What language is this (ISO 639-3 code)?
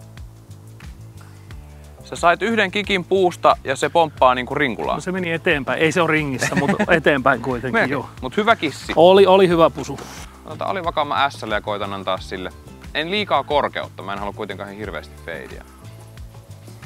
fin